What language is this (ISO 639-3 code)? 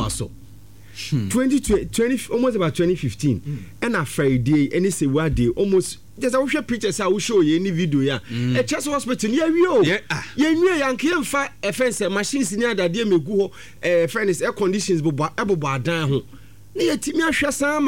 aka